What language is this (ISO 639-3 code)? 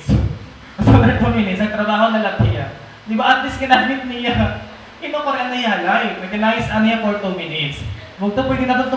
war